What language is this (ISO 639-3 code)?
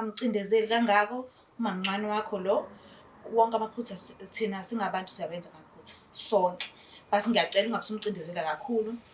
zul